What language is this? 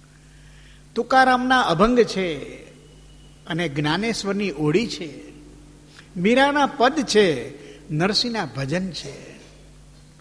Gujarati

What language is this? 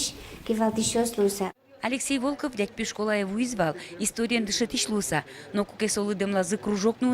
Udmurt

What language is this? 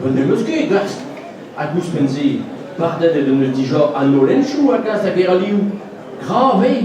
Breton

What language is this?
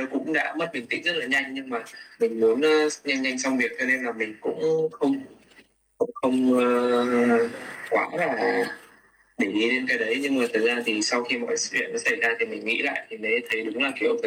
Vietnamese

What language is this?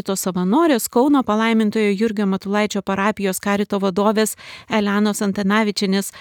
Lithuanian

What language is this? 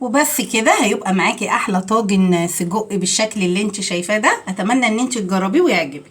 Egyptian Arabic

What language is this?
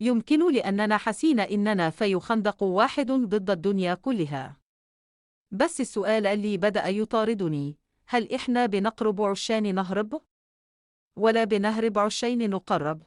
Egyptian Arabic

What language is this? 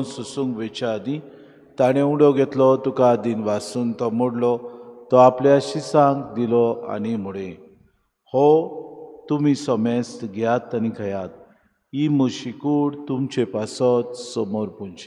Konkani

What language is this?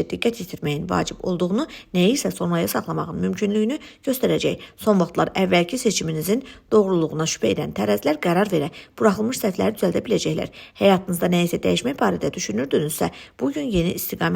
Azerbaijani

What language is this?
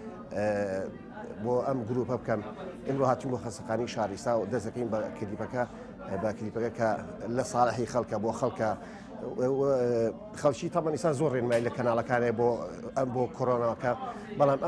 Central Kurdish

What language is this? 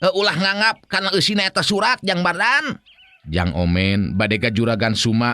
Sundanese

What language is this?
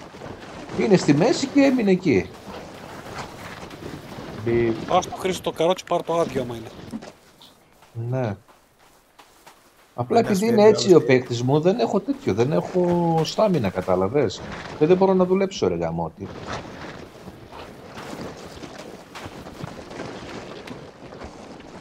Greek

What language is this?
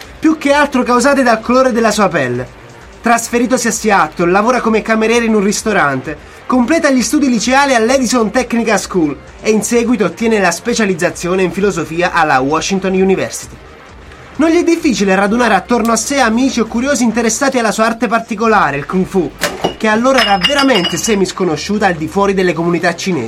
Italian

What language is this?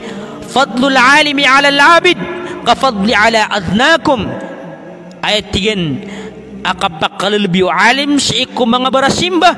Maranao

